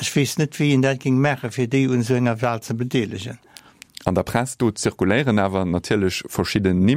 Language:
Luxembourgish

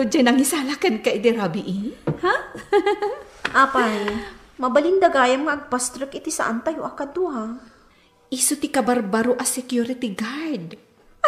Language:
Iloko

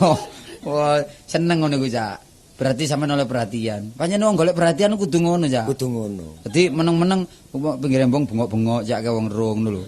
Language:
Javanese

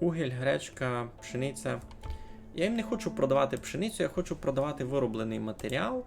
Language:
Rusyn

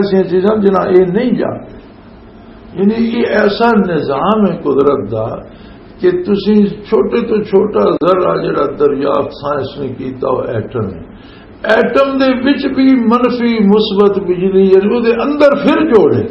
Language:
Western Panjabi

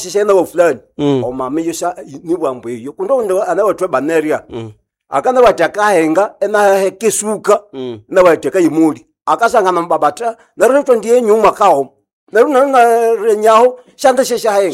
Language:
Nande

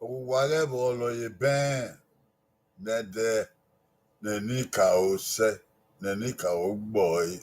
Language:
Bini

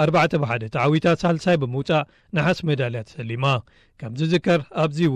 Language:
Tigrinya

